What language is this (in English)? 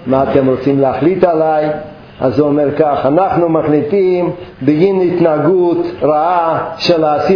Hebrew